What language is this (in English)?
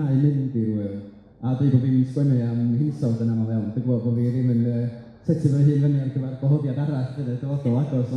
Welsh